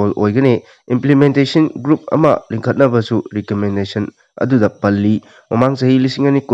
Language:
Manipuri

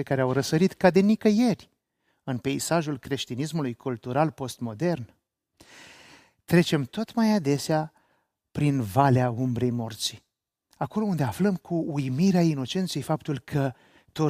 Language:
Romanian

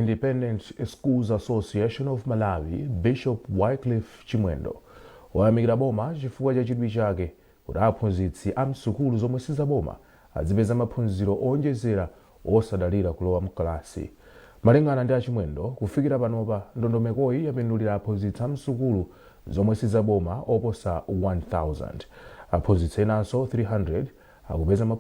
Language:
Nyanja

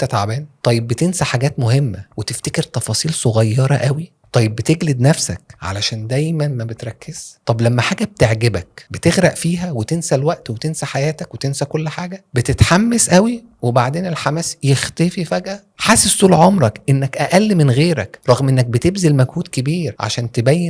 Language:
Egyptian Arabic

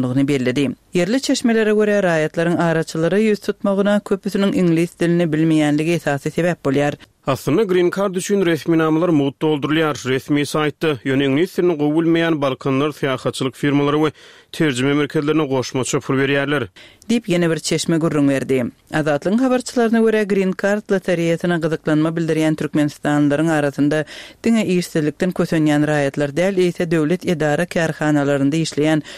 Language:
Turkmen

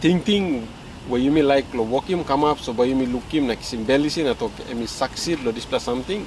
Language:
Tok Pisin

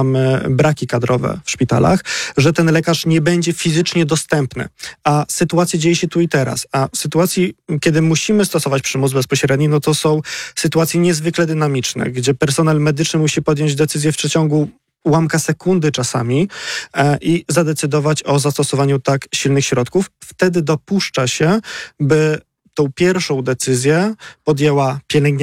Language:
Polish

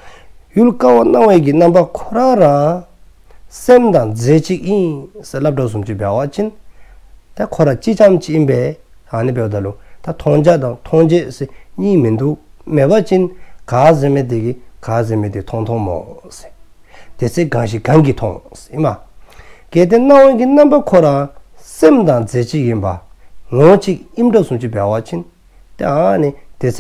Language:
Dzongkha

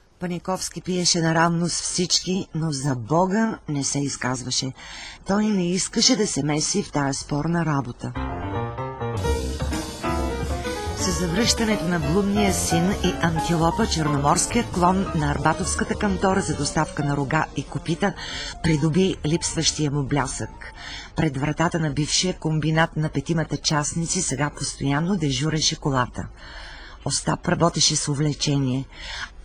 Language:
Bulgarian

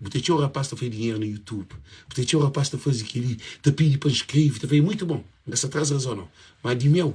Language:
Kabuverdianu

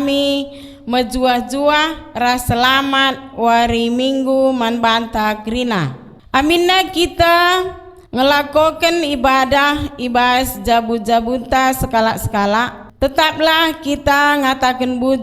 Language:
Batak Karo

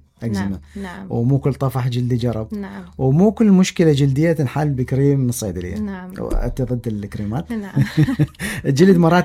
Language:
Mesopotamian Arabic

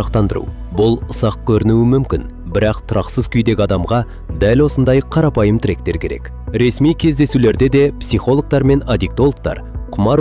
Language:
Kazakh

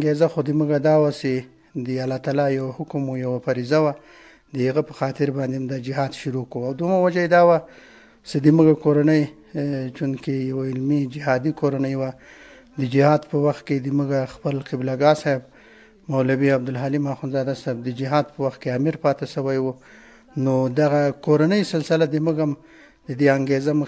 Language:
Pashto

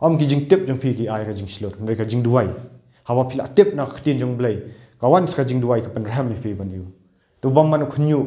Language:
Khasi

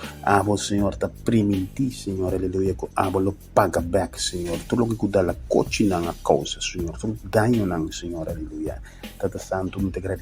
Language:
Papiamento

